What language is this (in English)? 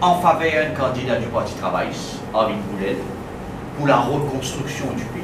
Morisyen